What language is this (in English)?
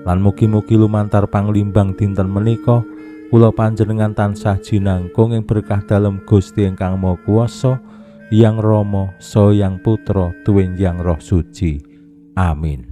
Javanese